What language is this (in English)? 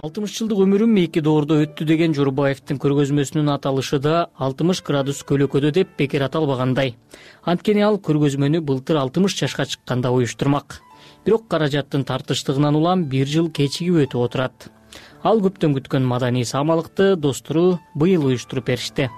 Kyrgyz